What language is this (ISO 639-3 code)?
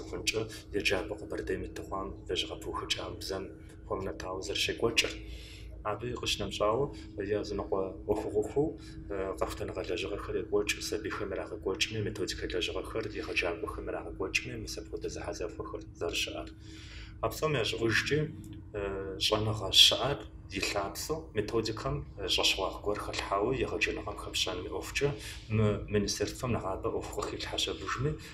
kbd